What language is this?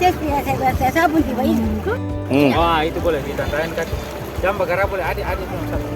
Ambonese Malay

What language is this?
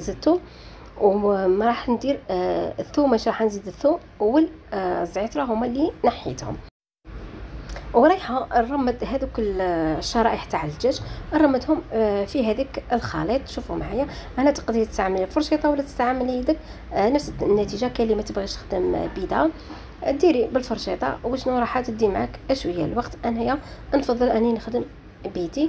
Algerian Arabic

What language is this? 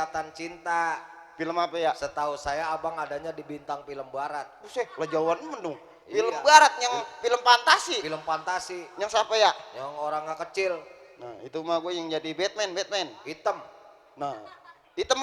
Betawi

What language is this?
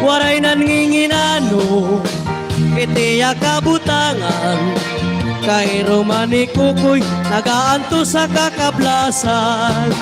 Waray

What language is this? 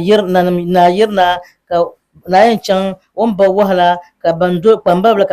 Dagbani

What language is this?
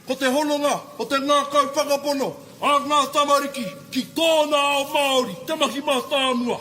Māori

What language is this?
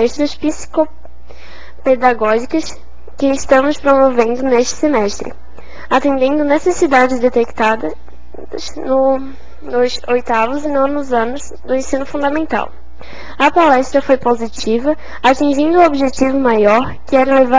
Portuguese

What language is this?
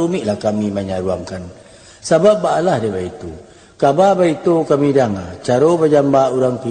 Minangkabau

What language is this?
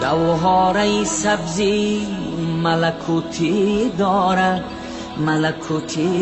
Tajik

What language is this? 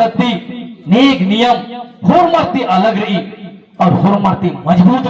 Kurukh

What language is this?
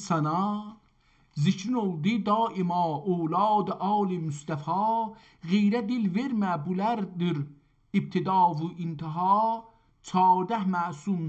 South Azerbaijani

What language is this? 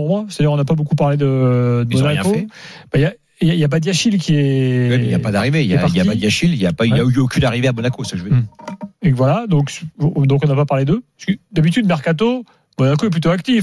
French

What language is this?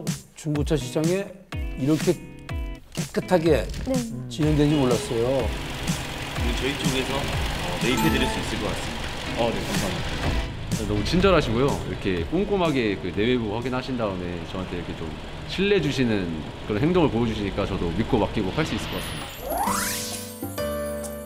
Korean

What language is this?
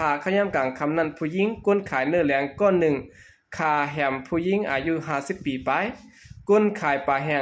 Shan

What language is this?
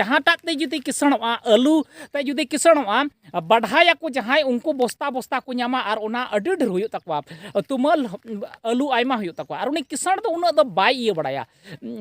Santali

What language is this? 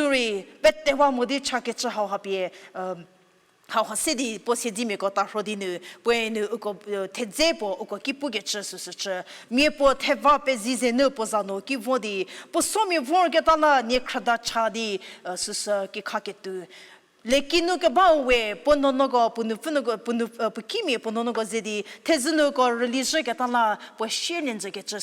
Angami Naga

